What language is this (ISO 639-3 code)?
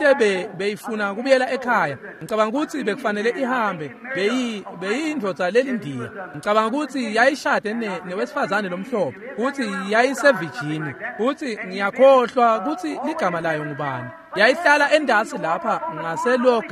ssw